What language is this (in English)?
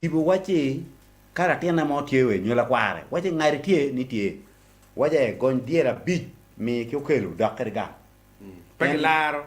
Acoli